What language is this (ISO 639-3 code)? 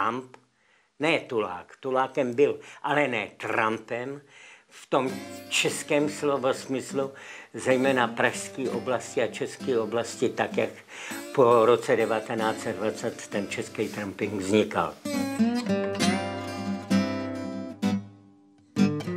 ces